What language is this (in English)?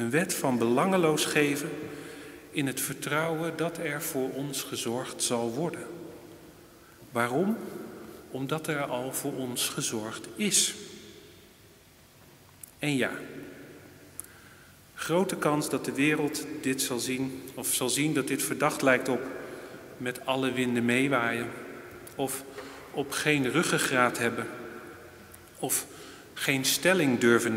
Dutch